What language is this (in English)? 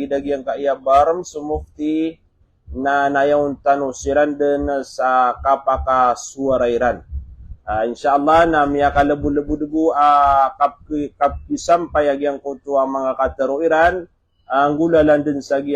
Maranao